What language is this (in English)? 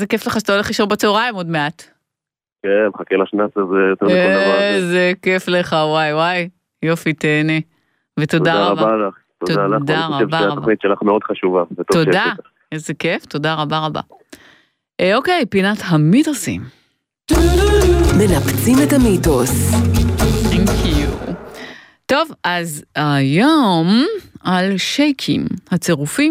Hebrew